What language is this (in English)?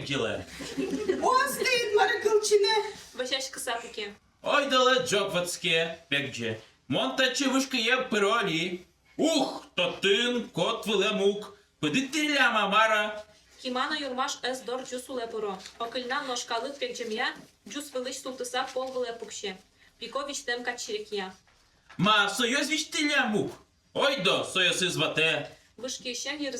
Udmurt